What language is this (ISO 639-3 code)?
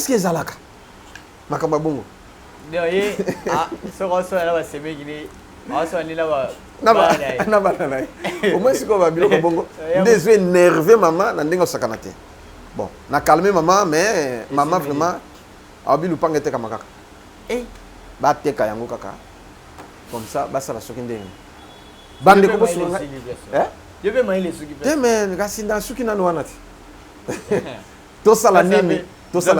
lin